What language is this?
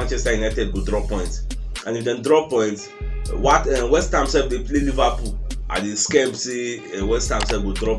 Nigerian Pidgin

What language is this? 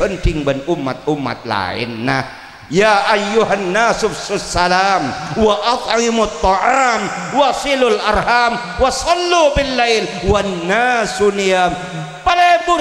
Madurese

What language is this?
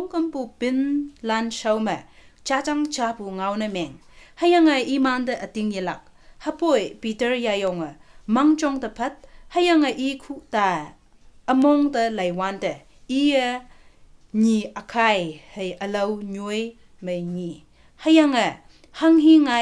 Konyak Naga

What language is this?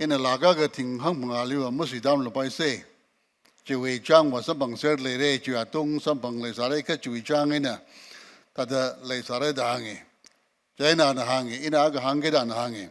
Tangkhul Naga (India)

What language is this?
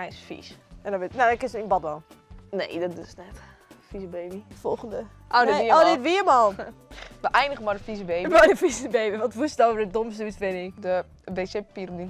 Western Frisian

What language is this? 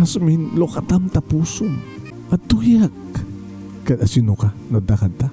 Iloko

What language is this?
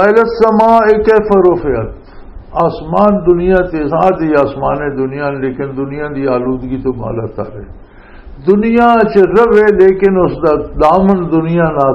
Western Panjabi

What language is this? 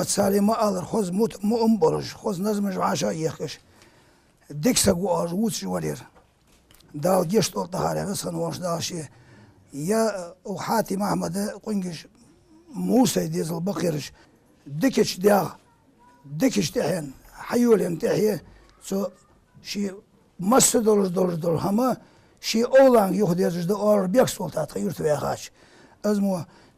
Ingush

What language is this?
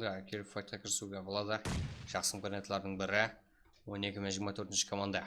Kara-Kalpak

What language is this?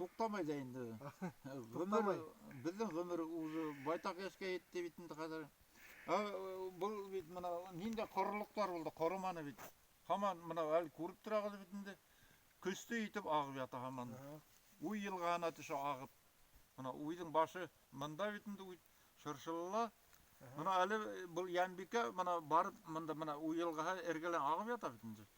Bashkir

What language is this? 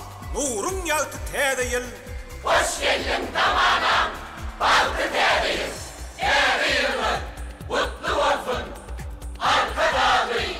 Turkmen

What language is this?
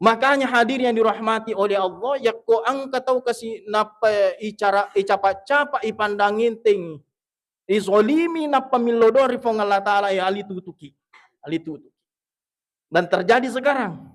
Buginese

